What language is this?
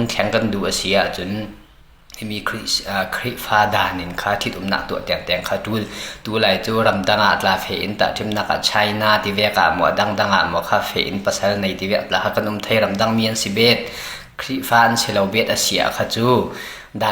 Falam Chin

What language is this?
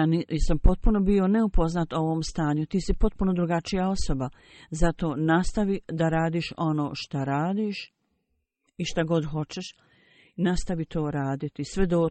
Bosnian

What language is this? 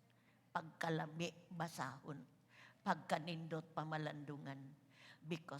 Cebuano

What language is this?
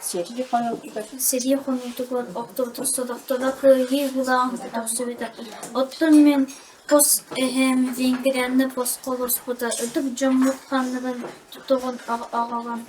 Yakut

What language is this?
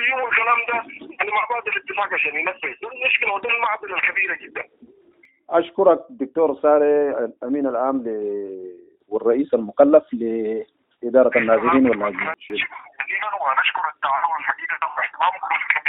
Sudanese Arabic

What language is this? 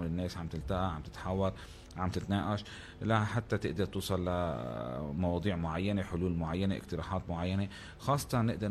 North Levantine Arabic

